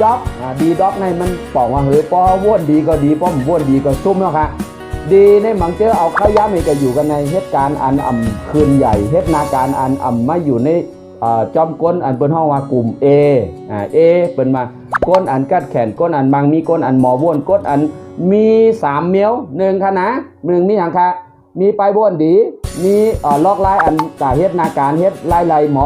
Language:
Shan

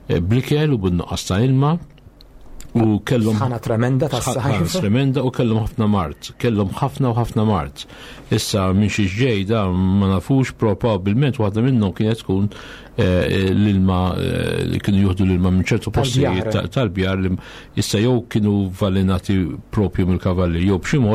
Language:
Maltese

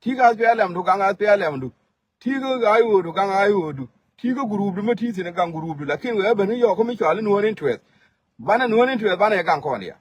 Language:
Nuer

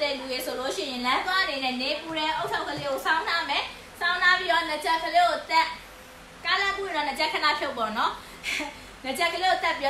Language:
Burmese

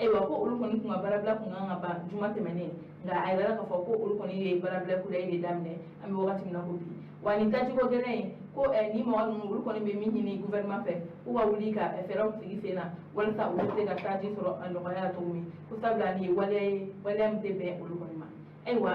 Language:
Bambara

